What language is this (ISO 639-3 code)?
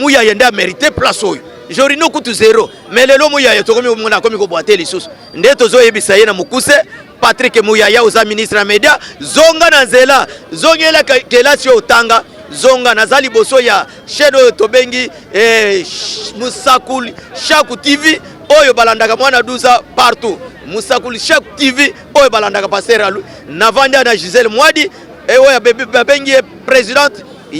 lin